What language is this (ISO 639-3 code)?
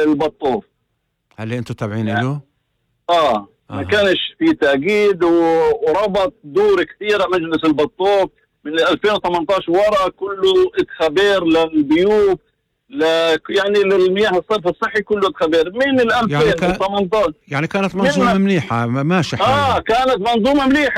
apc